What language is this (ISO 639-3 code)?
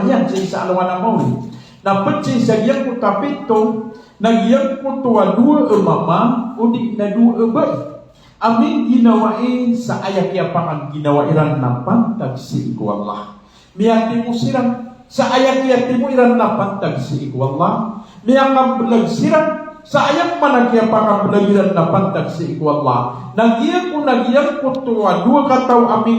mrw